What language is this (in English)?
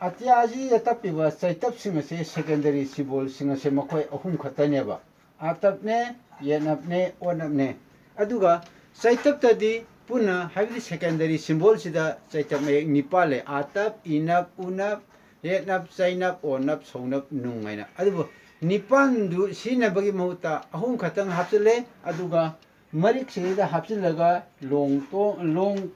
Manipuri